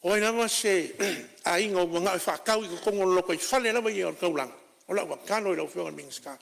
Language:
Samoan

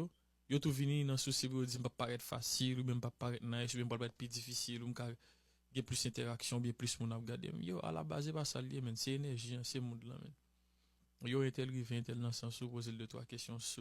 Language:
Haitian Creole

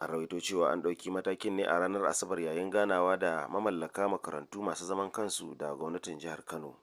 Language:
Hausa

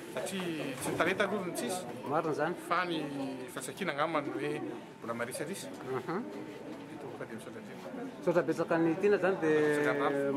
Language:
Malagasy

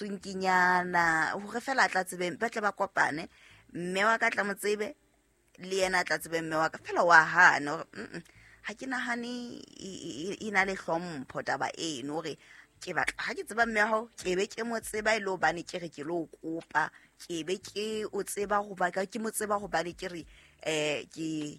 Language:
Southern Sotho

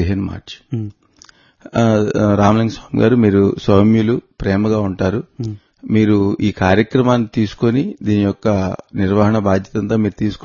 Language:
Telugu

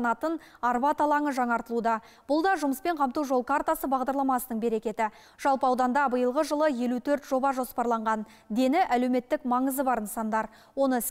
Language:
Kazakh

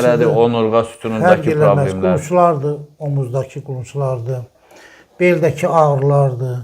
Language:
Azerbaijani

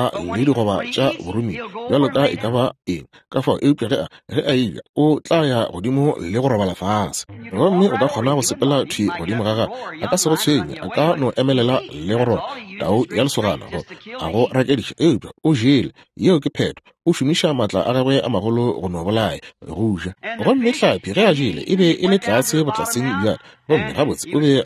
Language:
Northern Sotho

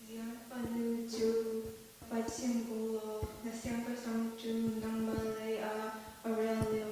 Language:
Hakha Chin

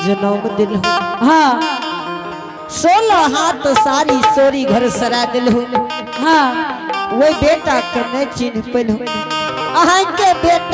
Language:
Angika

